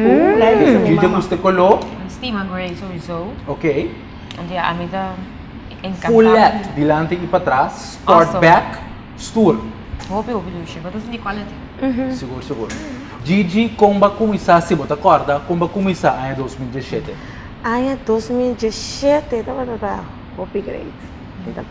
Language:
Papiamento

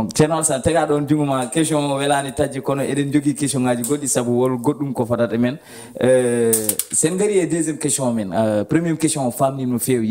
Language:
Fula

